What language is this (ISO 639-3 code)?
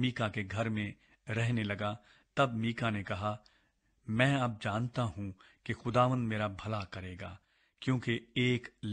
urd